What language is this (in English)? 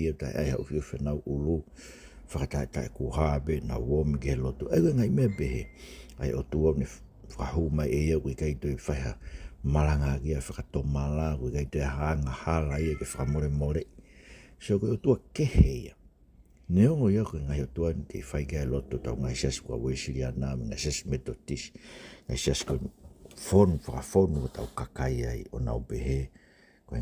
Tongan